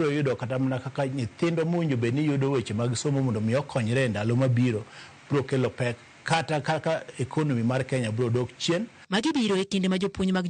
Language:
Luo (Kenya and Tanzania)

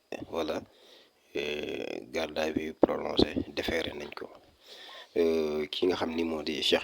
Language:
Wolof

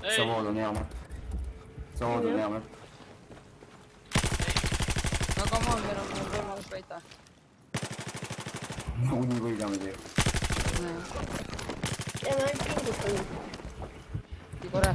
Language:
Estonian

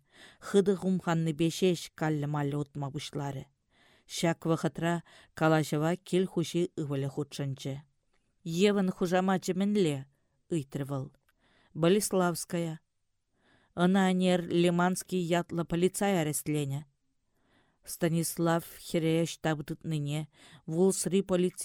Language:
Chuvash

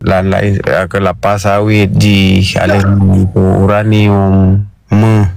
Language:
Achinese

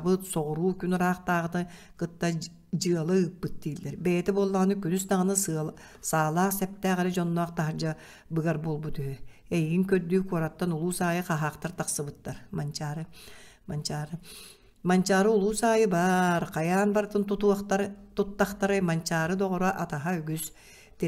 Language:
Yakut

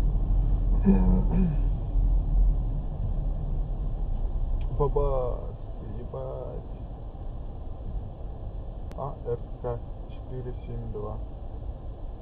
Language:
Russian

